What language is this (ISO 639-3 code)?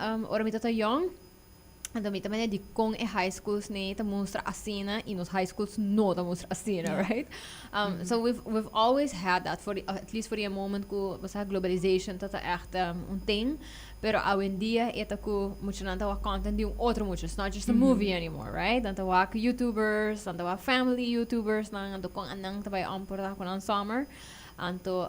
pap